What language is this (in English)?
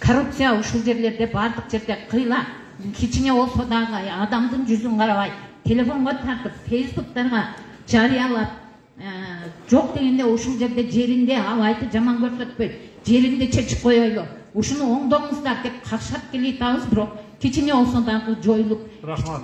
Kyrgyz